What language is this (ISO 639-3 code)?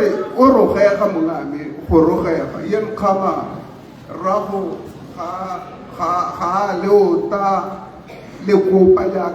tsn